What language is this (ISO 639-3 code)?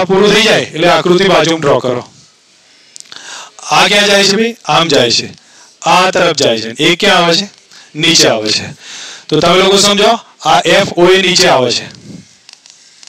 guj